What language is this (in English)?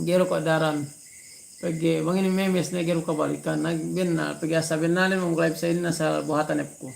Yakan